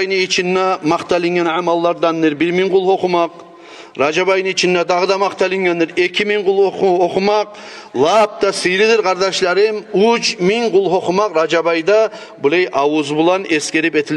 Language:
Kumyk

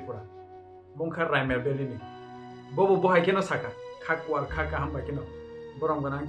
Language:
Kok Borok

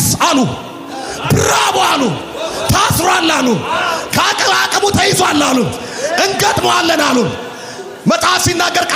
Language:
Amharic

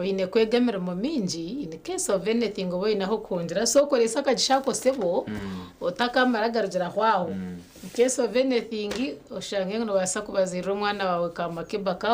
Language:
Nyankole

